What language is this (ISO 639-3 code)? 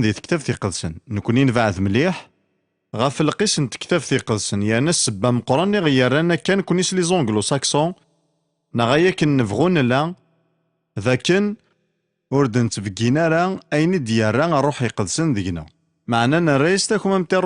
kab